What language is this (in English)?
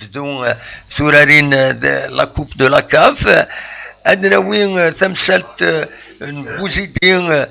Kabyle